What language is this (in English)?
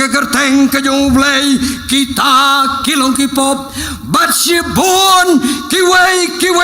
Khasi